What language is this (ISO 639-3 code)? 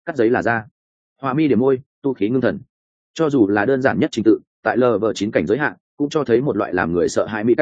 vie